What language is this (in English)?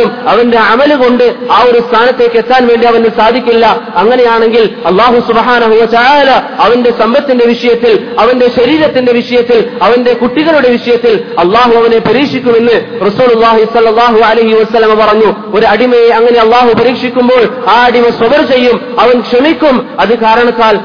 Malayalam